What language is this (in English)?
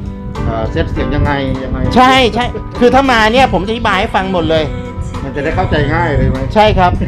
Thai